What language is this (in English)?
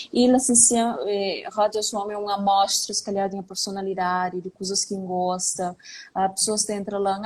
Kabuverdianu